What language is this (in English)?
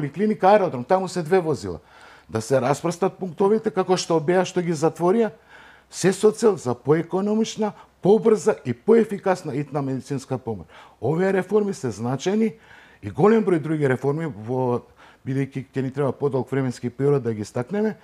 Macedonian